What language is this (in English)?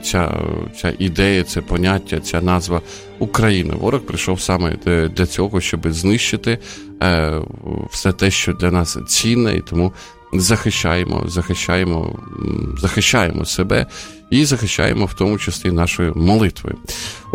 Ukrainian